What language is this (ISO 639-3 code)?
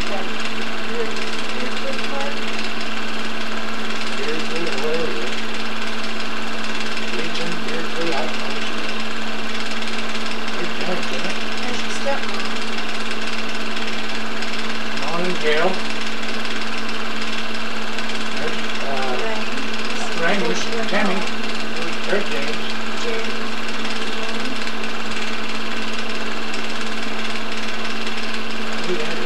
eng